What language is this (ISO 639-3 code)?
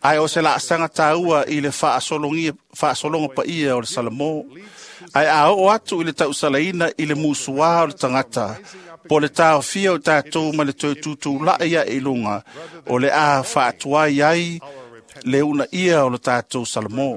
smo